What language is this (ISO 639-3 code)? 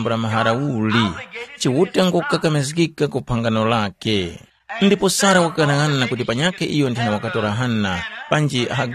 tum